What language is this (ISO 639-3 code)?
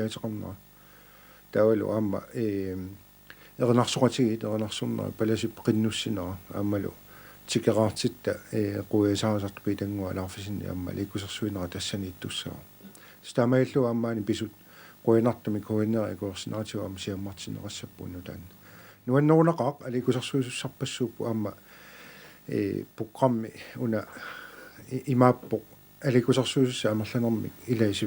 kal